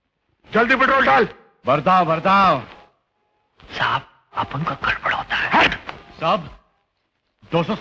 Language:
Hindi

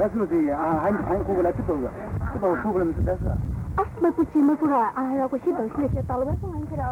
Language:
Poumei Naga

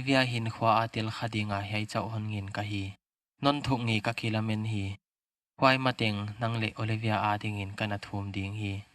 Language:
Paite Chin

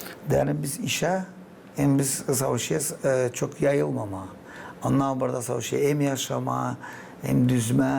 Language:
Gagauz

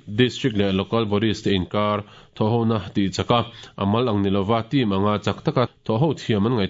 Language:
Mizo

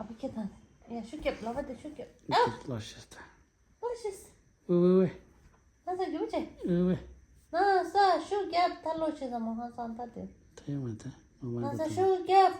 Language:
Tibetan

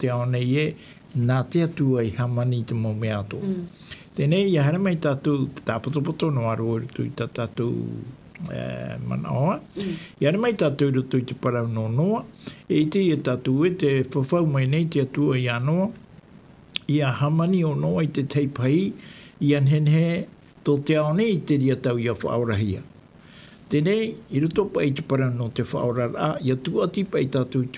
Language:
Tahitian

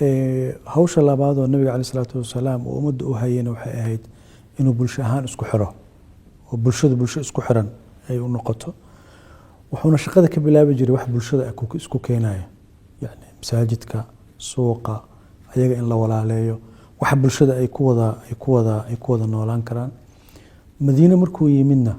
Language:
Somali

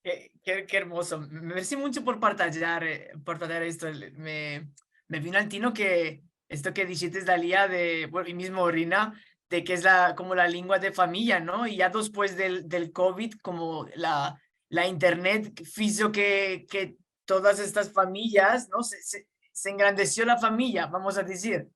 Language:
Ladino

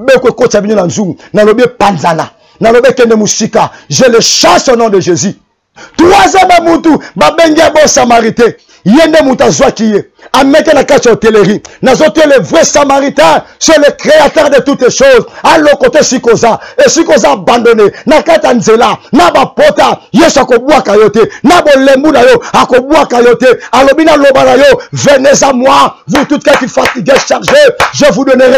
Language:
Lingala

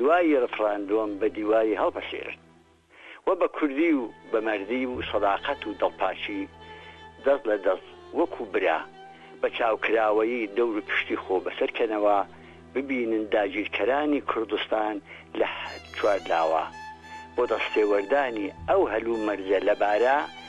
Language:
Central Kurdish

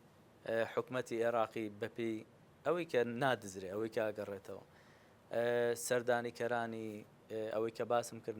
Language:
Central Kurdish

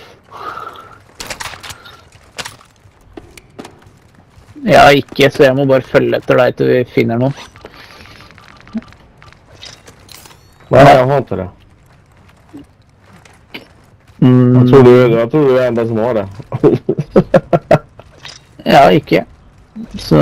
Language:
Norwegian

